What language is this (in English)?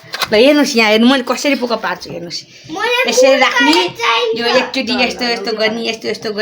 Nepali